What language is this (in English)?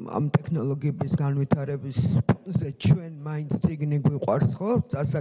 Georgian